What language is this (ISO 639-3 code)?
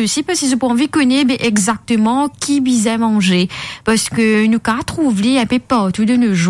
mfe